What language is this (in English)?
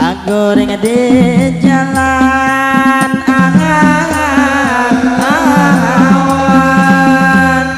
Banjar